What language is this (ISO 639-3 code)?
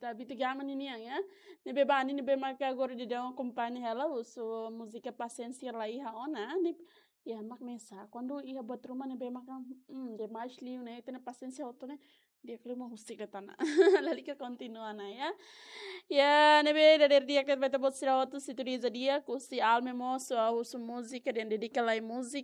tet